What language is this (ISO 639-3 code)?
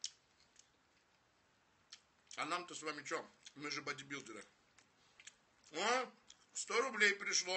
rus